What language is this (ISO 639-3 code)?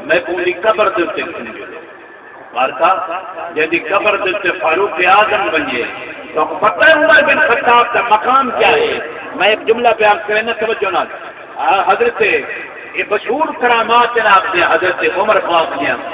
skr